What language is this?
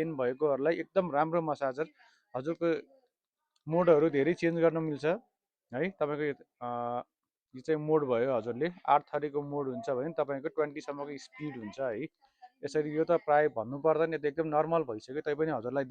Nepali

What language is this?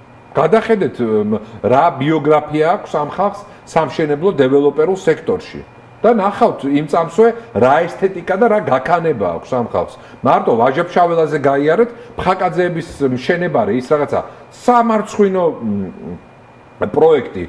Georgian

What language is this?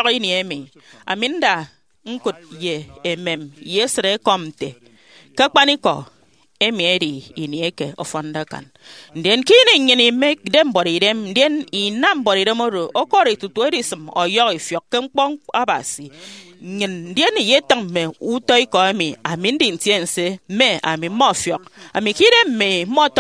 Efik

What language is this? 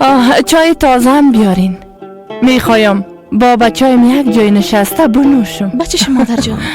Persian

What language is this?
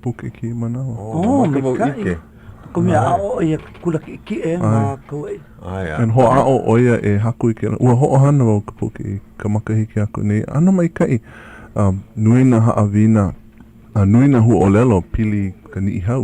Hawaiian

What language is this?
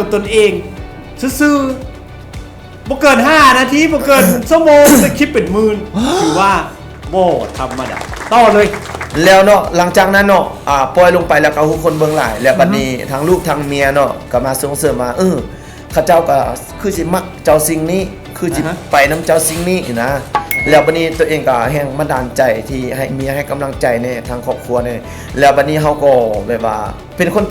Lao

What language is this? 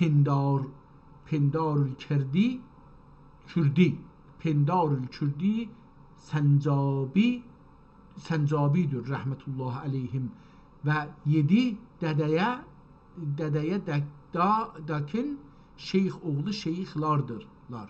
South Azerbaijani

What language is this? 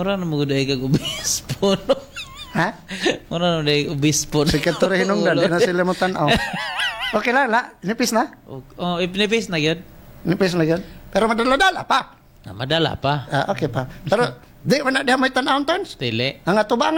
Cebuano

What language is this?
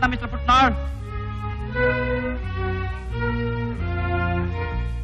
Kannada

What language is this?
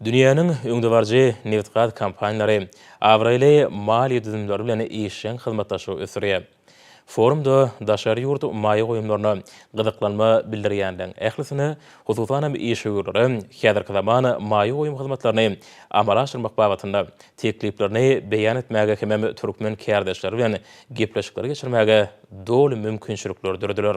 Turkmen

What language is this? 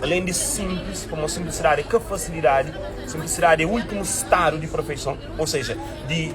Kabuverdianu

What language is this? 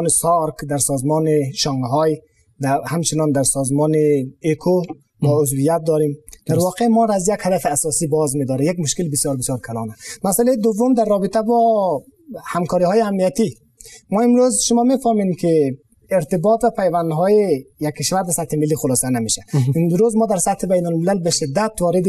Persian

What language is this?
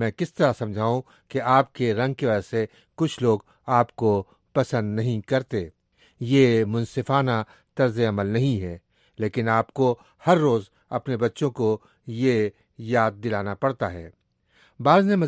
Urdu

